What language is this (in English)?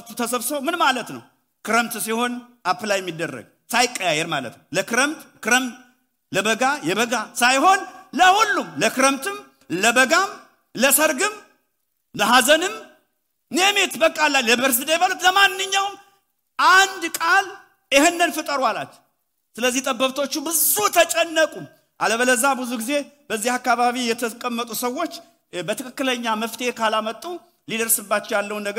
Amharic